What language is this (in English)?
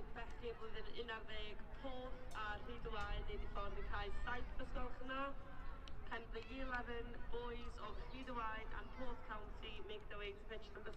Welsh